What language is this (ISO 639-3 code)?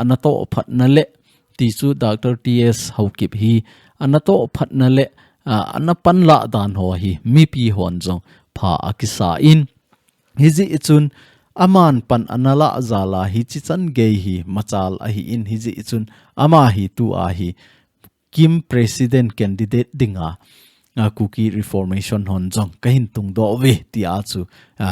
tcz